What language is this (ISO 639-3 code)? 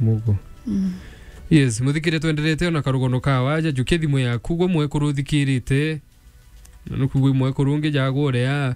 mer